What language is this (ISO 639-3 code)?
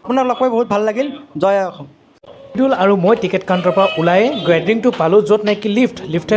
asm